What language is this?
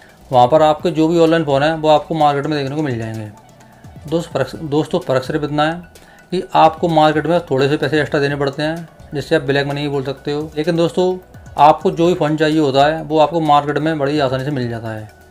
Hindi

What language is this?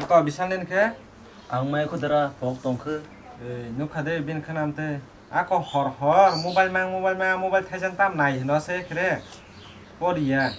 Kok Borok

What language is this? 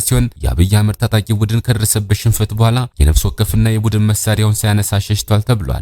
Amharic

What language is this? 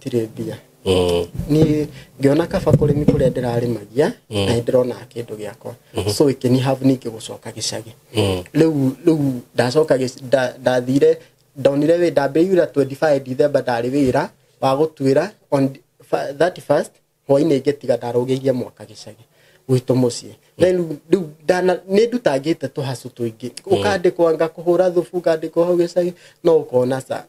Kikuyu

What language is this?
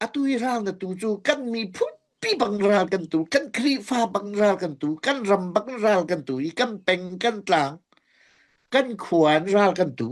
Hakha Chin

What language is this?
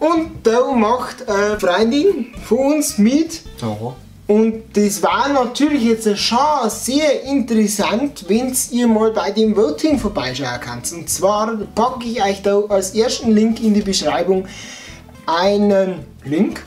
Bavarian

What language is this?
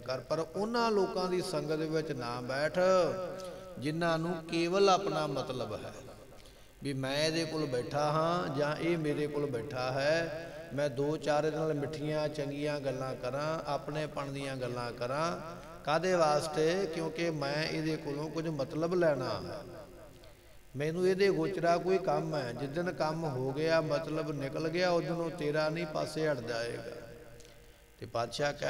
Punjabi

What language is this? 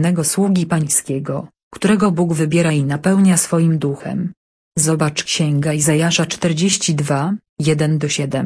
Polish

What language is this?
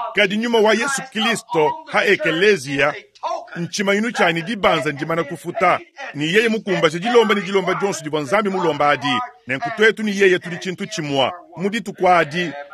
Luba-Lulua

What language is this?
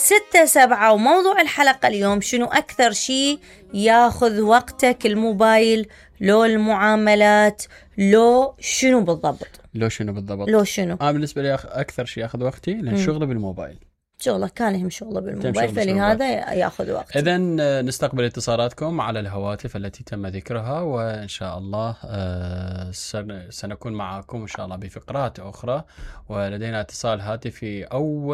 Mesopotamian Arabic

